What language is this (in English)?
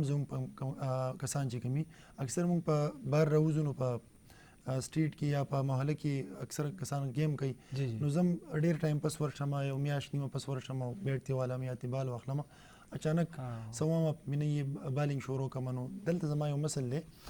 Pashto